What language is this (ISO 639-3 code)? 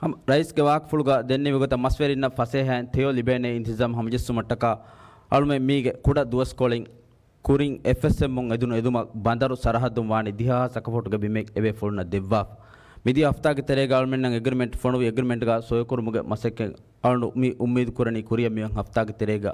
div